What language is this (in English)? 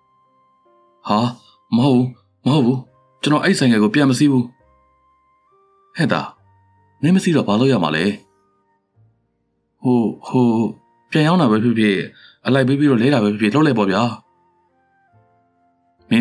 Burmese